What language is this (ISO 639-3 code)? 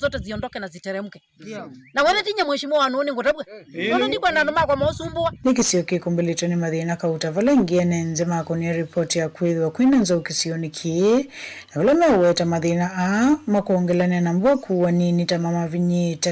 kam